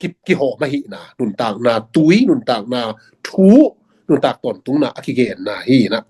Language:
Tedim Chin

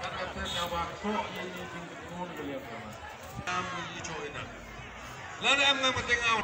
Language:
Khasi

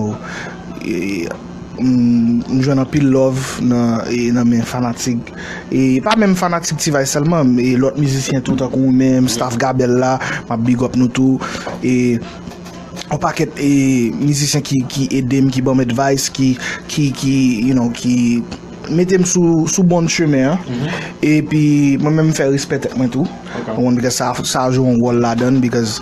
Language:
Haitian Creole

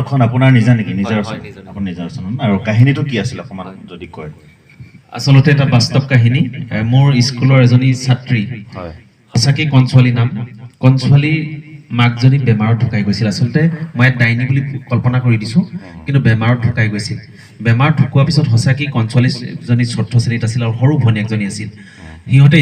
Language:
Assamese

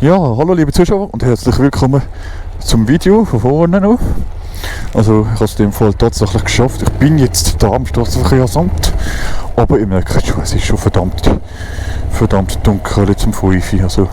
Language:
Swiss German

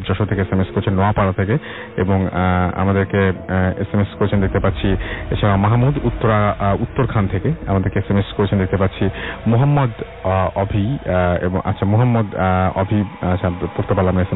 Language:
Bangla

